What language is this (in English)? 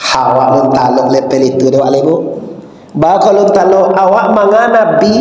Minangkabau